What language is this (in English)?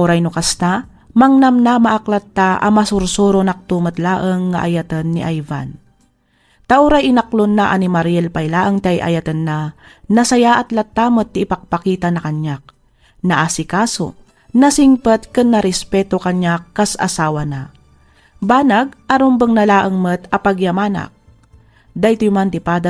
Iloko